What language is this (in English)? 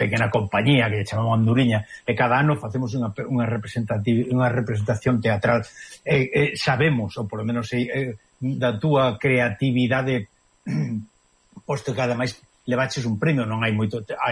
Galician